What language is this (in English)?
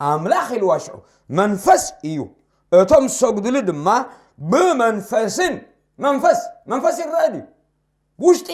Tigrinya